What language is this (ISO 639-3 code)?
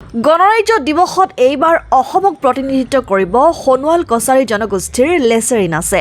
asm